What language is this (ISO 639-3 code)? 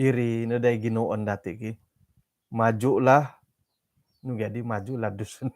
dtp